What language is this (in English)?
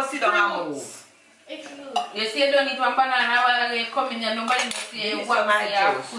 Jamaican Creole English